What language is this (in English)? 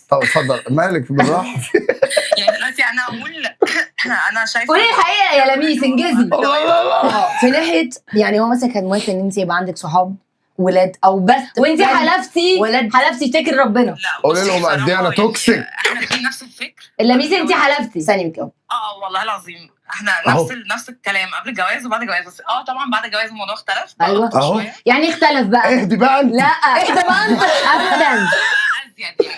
Egyptian Arabic